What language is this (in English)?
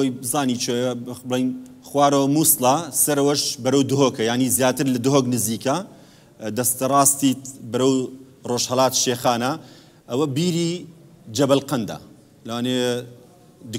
Central Kurdish